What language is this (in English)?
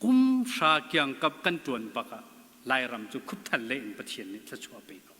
Hakha Chin